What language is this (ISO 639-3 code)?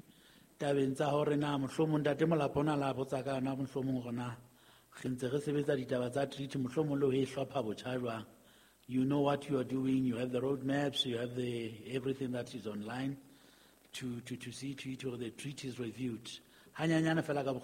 sot